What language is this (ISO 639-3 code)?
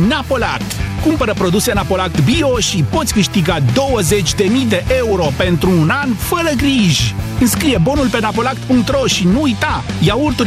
ron